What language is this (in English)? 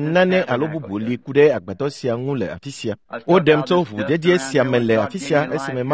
Ewe